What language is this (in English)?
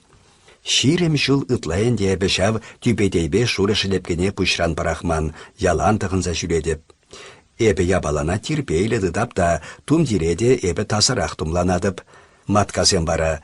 Chuvash